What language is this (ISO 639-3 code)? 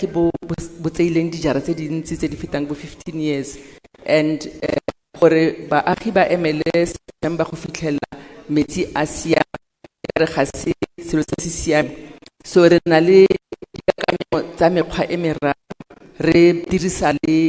tsn